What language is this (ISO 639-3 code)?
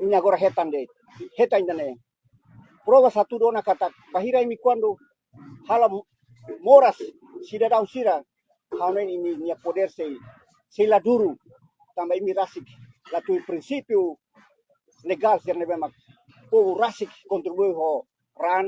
tet